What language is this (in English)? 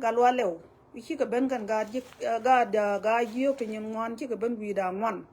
Nuer